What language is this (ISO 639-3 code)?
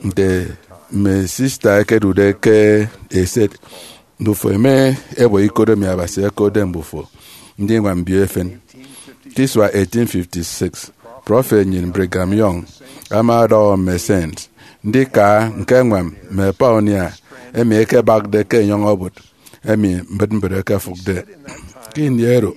efi